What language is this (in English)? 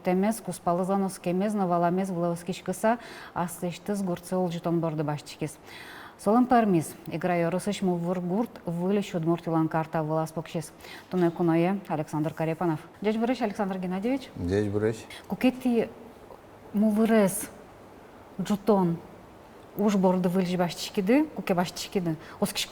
Udmurt